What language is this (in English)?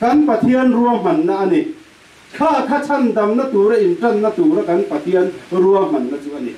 Hakha Chin